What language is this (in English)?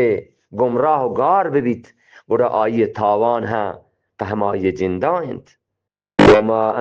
Eastern Balochi